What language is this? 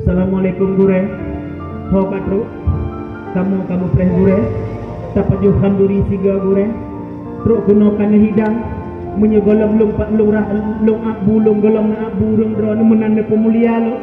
Achinese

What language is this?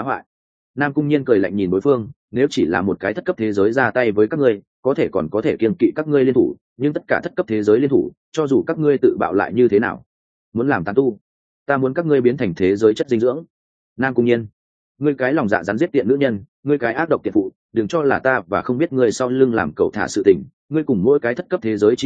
Vietnamese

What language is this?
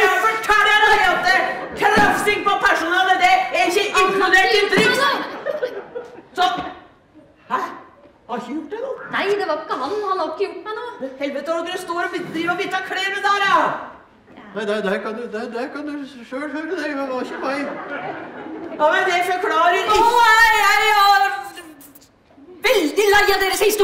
Norwegian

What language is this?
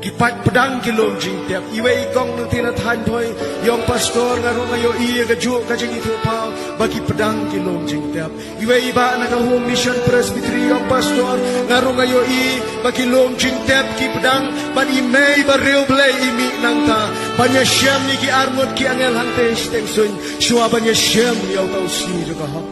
Khasi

